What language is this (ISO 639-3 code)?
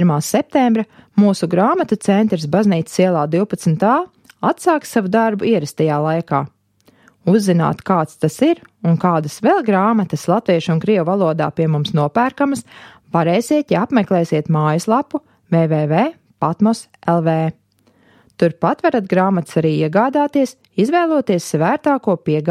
lav